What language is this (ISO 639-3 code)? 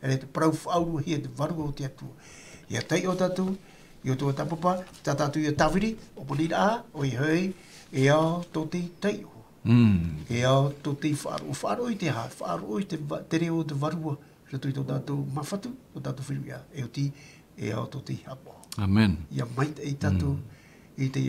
tah